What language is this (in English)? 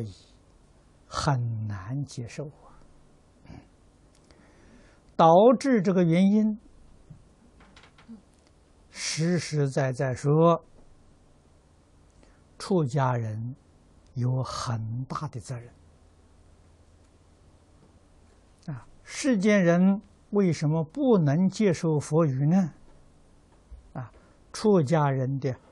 Chinese